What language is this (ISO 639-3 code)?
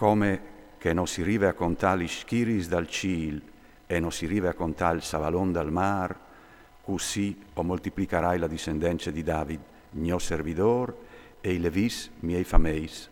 fur